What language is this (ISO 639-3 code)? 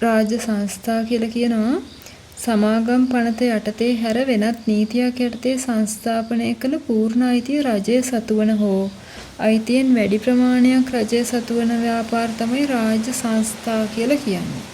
sin